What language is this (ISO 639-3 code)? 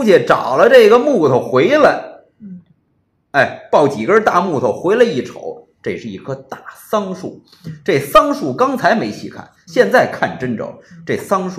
zho